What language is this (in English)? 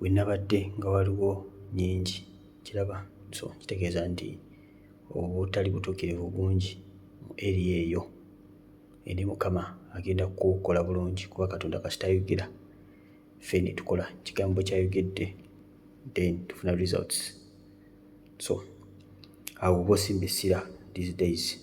Ganda